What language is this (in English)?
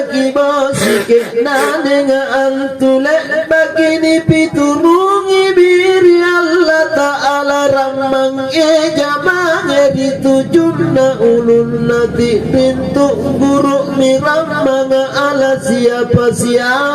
Makasar